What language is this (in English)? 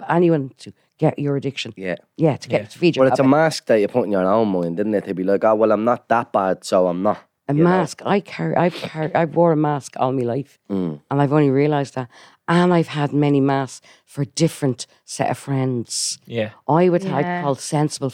English